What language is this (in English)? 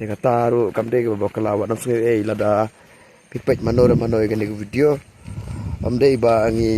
Khasi